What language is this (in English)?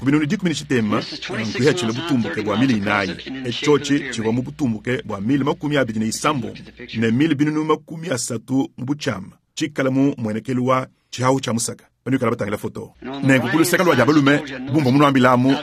Luba-Lulua